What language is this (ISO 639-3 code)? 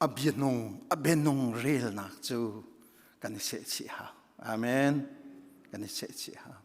cnh